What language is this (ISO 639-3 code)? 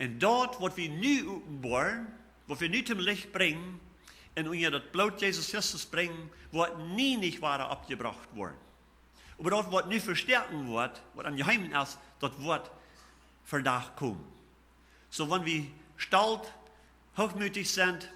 pdt